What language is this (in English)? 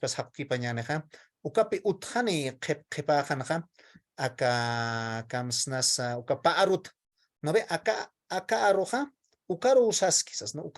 Aymara